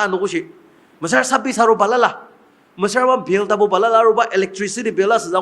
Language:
Ao Naga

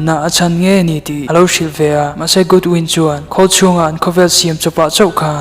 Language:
Mizo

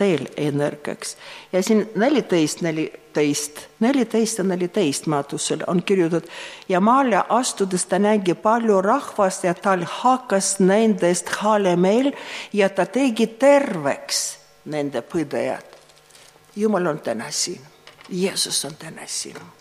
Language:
Estonian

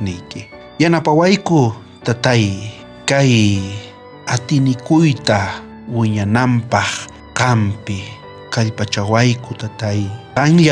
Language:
South Bolivian Quechua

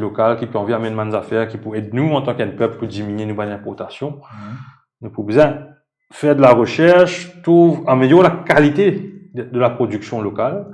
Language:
Morisyen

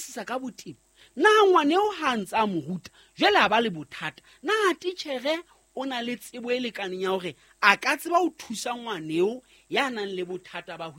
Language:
Southern Sotho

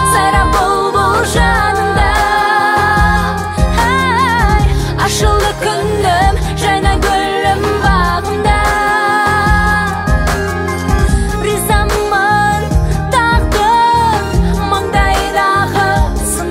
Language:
Kazakh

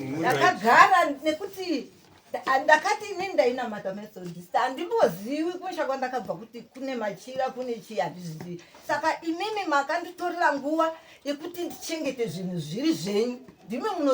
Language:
Shona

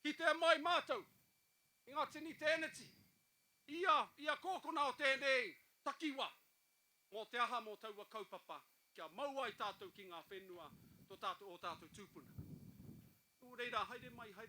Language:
Māori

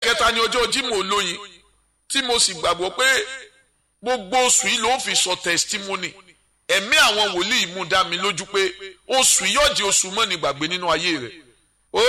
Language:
Yoruba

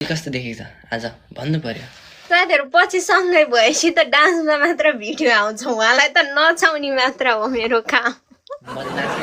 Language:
Nepali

